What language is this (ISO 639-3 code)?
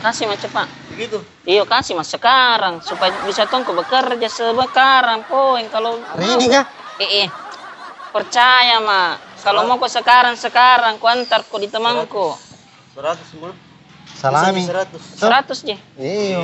mfp